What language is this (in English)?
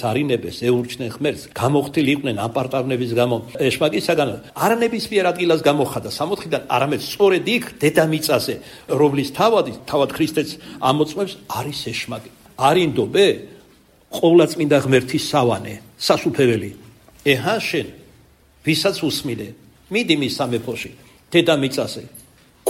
Georgian